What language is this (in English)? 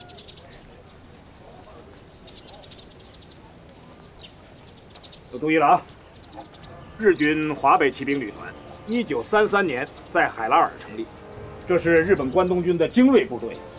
Chinese